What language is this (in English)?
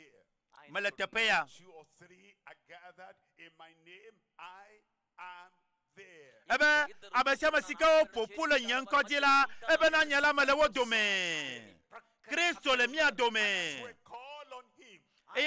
Ewe